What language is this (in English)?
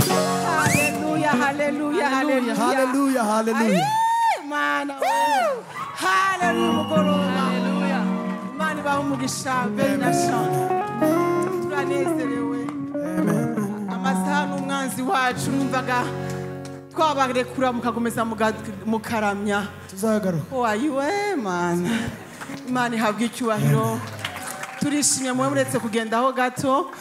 Kinyarwanda